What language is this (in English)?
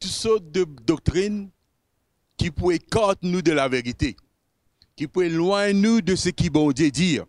Morisyen